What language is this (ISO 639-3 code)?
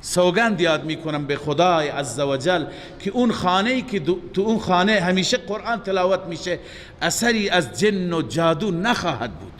fas